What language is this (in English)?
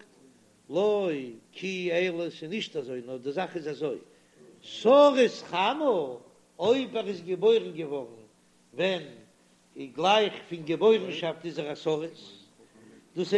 Yiddish